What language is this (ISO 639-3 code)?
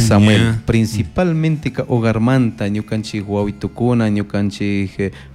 qug